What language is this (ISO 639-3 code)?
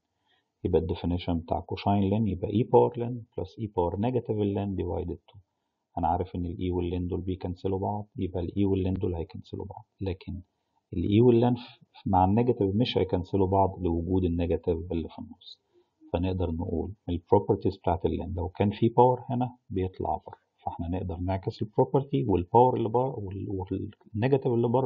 arz